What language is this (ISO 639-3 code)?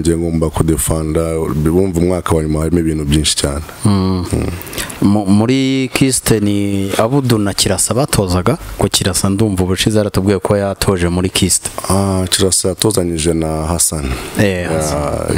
kin